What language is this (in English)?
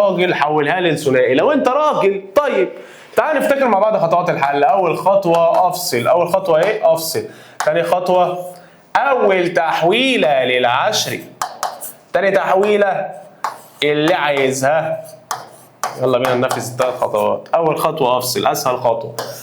Egyptian Arabic